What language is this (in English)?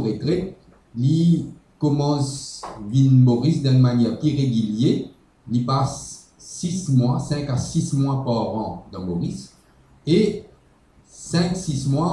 Morisyen